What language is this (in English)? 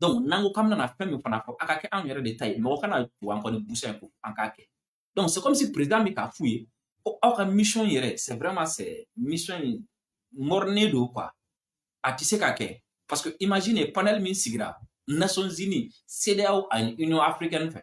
Bambara